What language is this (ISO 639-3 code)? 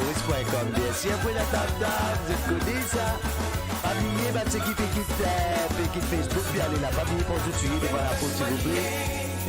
mfe